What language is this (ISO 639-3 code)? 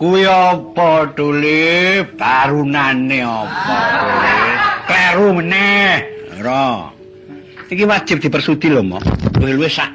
jav